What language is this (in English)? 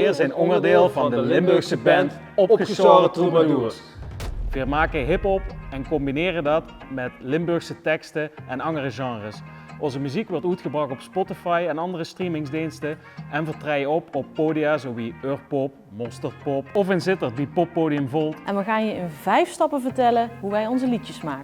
Limburgish